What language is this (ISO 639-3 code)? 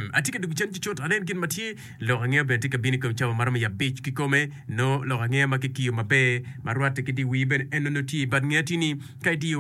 ach